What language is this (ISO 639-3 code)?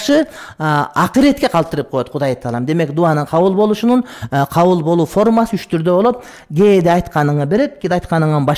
kir